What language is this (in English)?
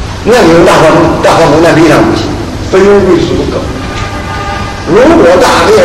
Chinese